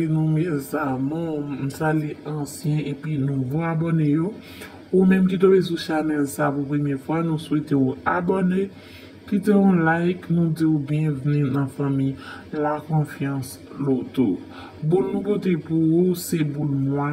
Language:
Haitian Creole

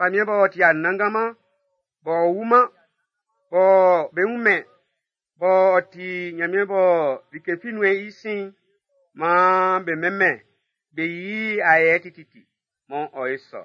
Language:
Baoulé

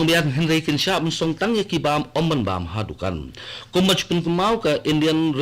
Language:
Khasi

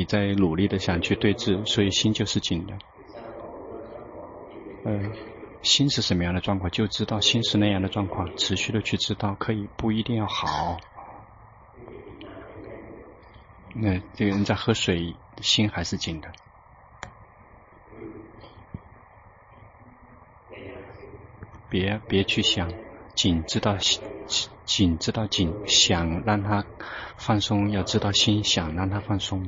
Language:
Chinese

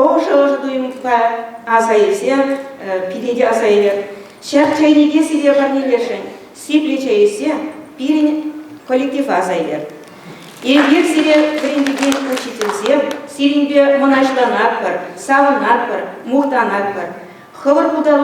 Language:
Chuvash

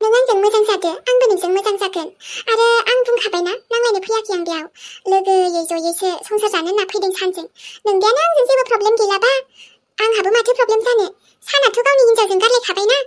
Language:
Bodo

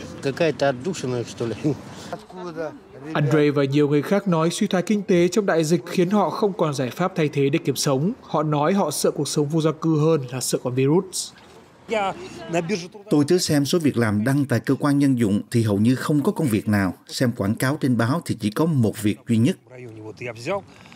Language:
Vietnamese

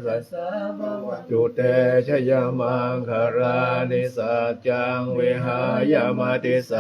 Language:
Pali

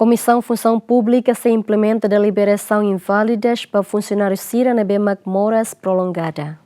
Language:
Tetum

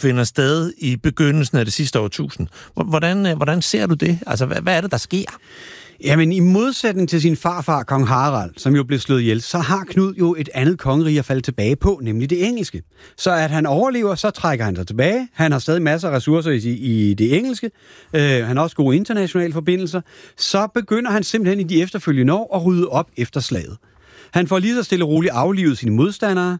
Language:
Danish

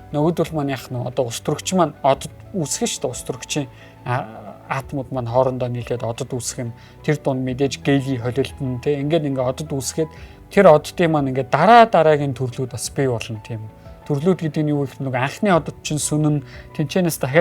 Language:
Mongolian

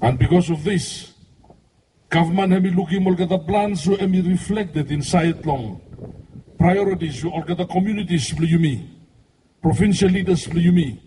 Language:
Bislama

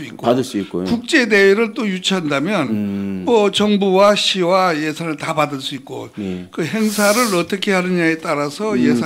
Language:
Korean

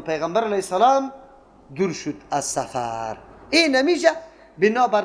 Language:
Persian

